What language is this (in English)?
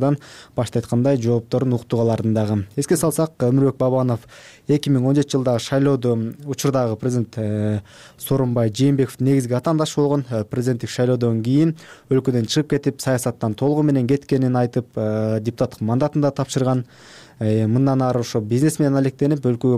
Kyrgyz